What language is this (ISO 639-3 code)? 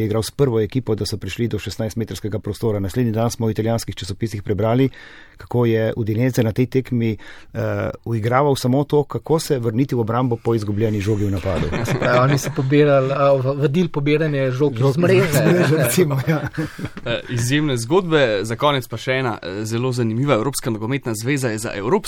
slv